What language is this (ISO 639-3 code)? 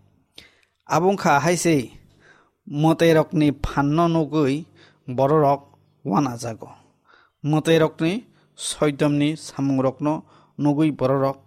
trp